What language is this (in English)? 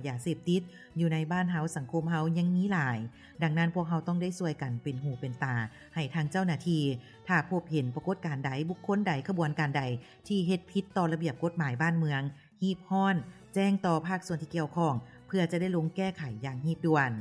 Lao